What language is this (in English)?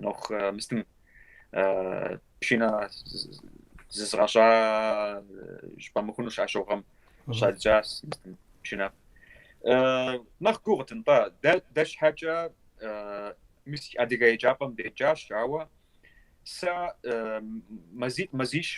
Kabardian